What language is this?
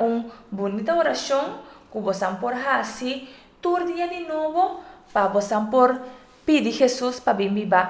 Papiamento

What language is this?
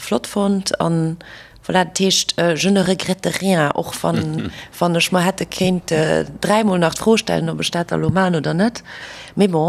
Luxembourgish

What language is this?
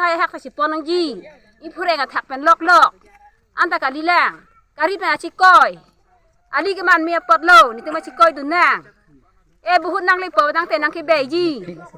Karbi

